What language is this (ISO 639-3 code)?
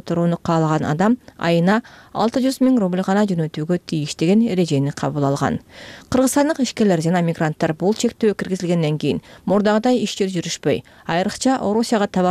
kir